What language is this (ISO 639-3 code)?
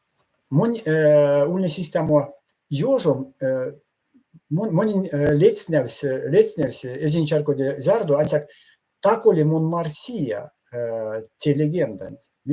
myv